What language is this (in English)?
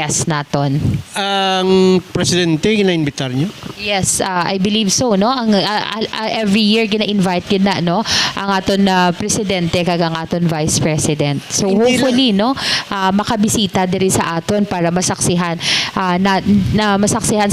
Hiligaynon